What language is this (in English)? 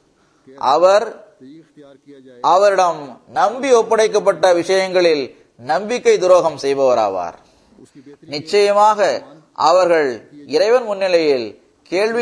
Tamil